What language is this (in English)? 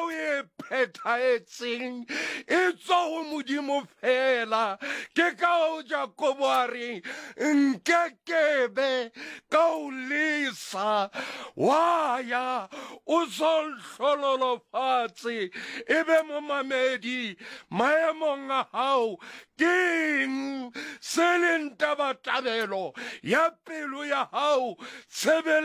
Southern Sotho